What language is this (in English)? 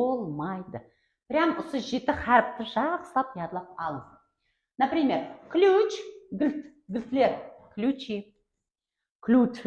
Kara-Kalpak